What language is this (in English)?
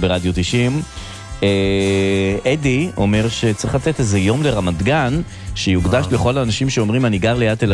Hebrew